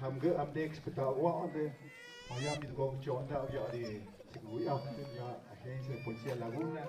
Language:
Tlahuitoltepec Mixe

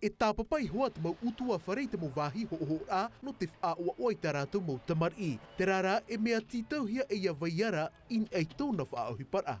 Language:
Tahitian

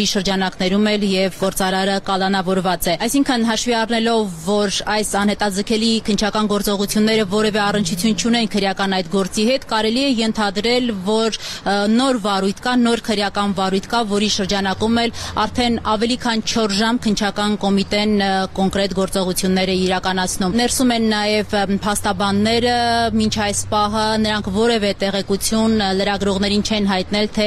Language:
Armenian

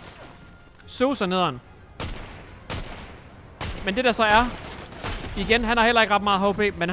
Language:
Danish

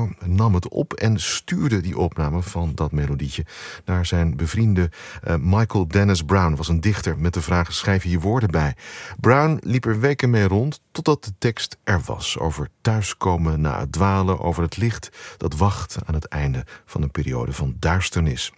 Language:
Dutch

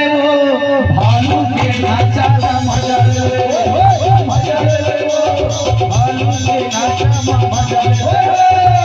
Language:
Chhattisgarhi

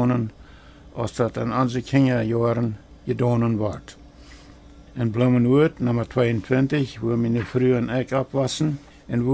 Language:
Plautdietsch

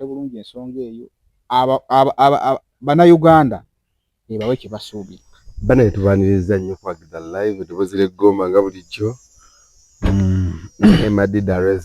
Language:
Ganda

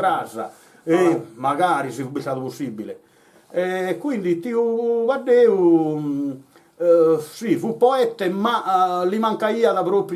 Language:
Sardinian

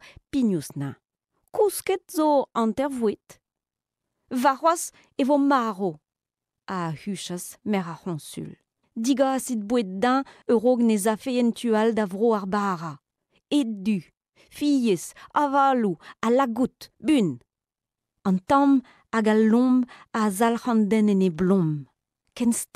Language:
Breton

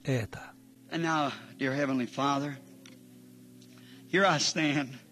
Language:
Russian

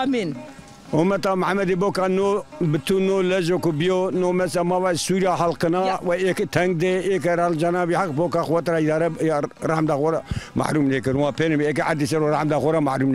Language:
Zaza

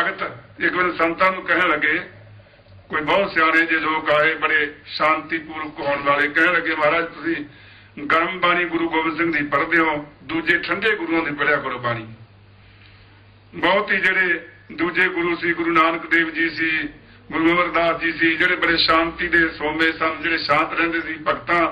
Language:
Punjabi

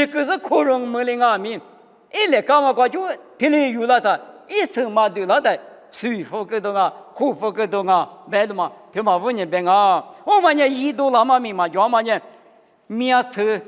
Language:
Lisu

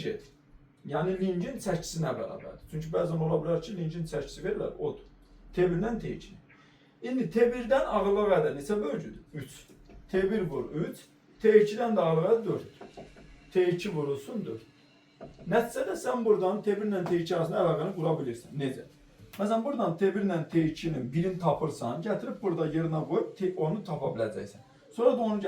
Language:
Azerbaijani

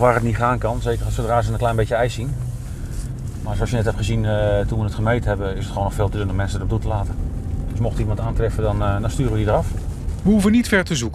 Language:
Dutch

